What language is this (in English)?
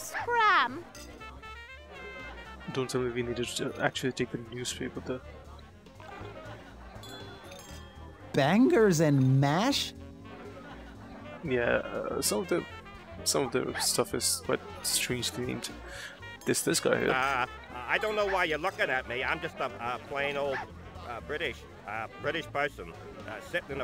English